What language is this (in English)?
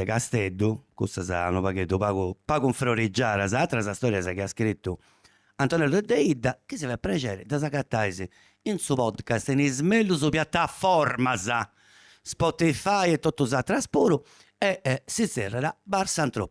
Sardinian